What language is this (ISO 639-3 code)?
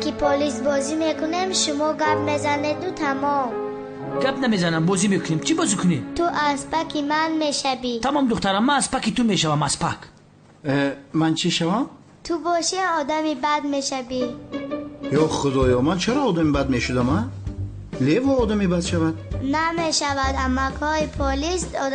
tgk